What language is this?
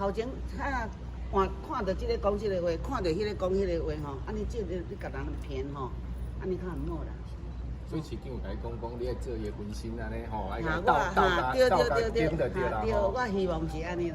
Min Nan Chinese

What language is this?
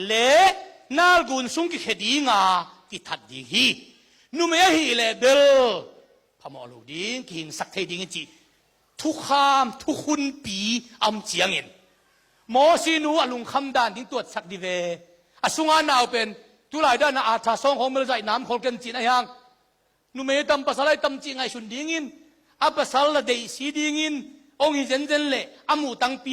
Tedim Chin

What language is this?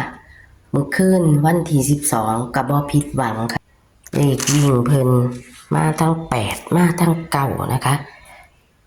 Northeastern Thai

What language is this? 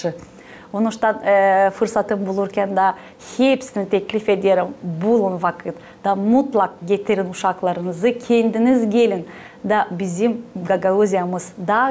Gagauz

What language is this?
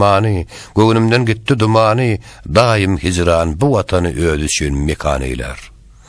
Turkmen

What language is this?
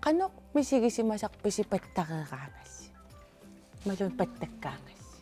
Kalaallisut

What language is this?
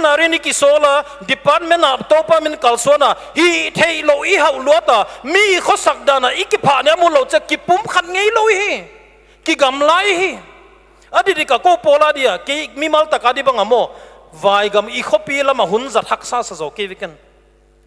Paite Chin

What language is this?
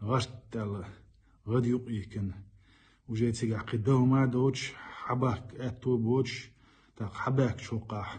Chechen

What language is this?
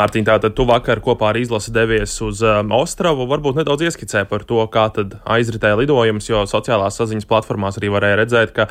Latvian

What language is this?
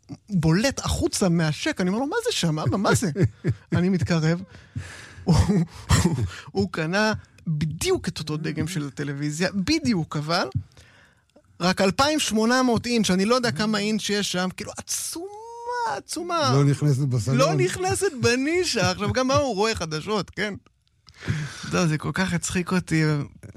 Hebrew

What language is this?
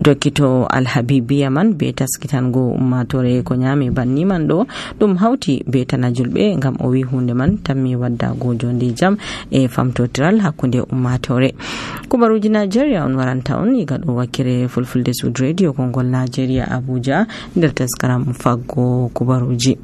Nigerian Fulfulde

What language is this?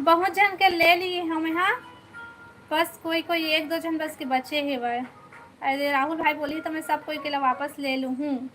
Chhattisgarhi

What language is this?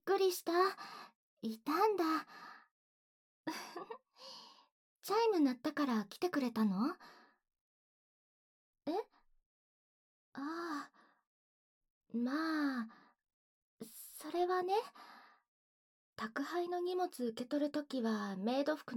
Japanese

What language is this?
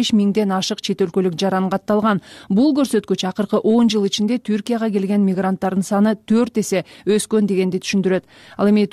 Kyrgyz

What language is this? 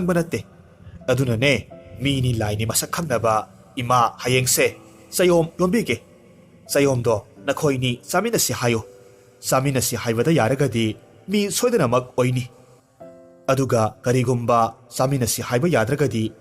Manipuri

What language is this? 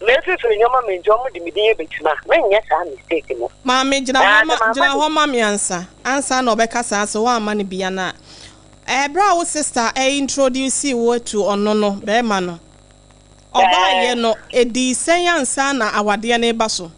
Akan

